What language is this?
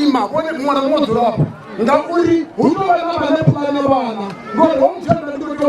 Venda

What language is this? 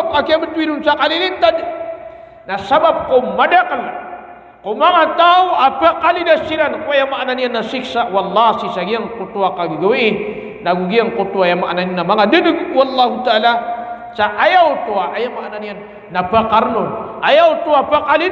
Maranao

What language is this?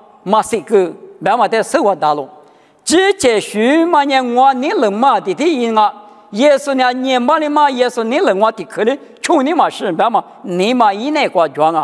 Lisu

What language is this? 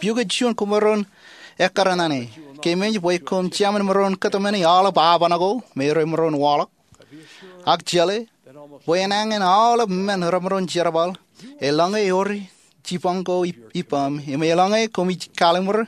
Marshallese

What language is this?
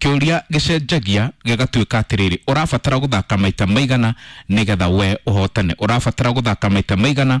Kikuyu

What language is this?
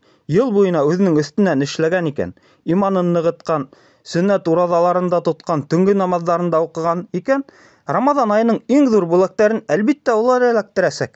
Bashkir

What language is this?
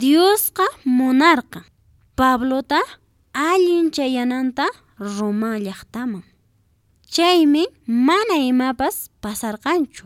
Quechua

